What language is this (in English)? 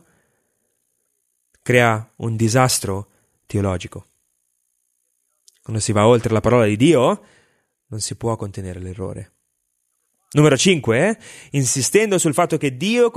Italian